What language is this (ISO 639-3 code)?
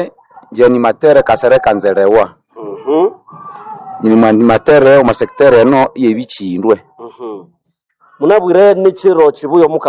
nnb